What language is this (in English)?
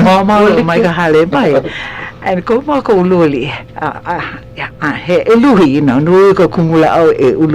Hawaiian